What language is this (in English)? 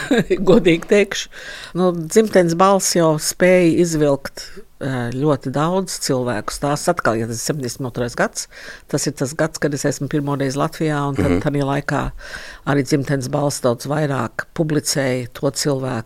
Latvian